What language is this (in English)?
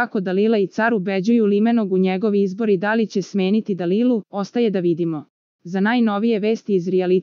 Serbian